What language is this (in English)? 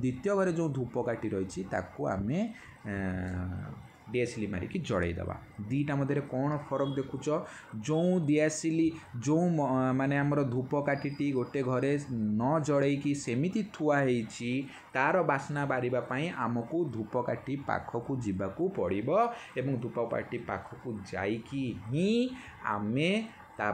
Odia